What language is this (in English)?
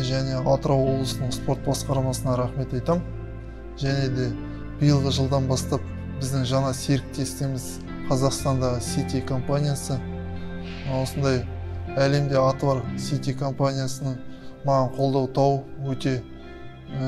Kazakh